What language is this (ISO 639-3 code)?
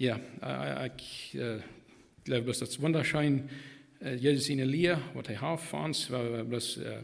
pdt